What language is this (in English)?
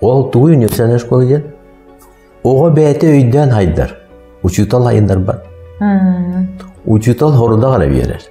Yakut